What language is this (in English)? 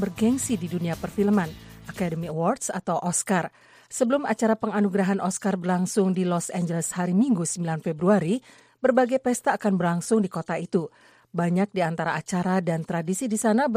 Indonesian